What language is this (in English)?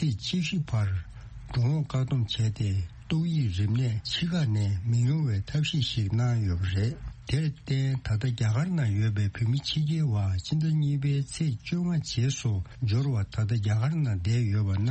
Tibetan